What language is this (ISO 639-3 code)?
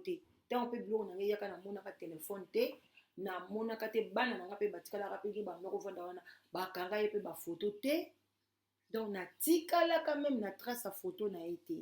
lin